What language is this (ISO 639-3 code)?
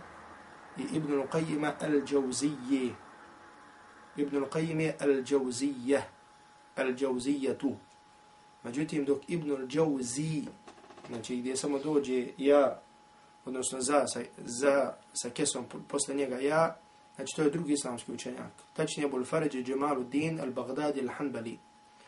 bos